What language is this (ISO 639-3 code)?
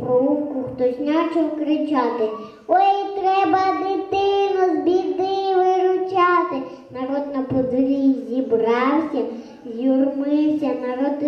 ukr